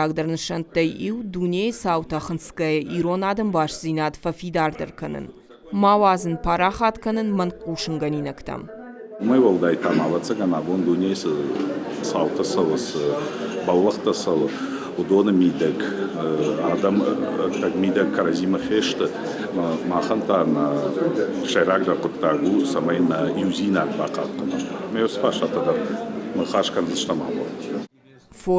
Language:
Ossetic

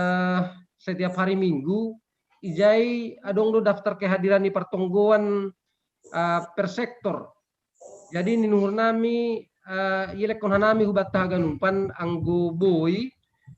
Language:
Batak Simalungun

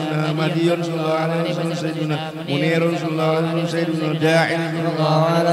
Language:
Arabic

